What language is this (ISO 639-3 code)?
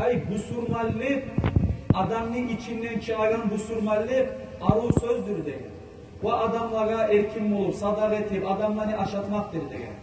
kum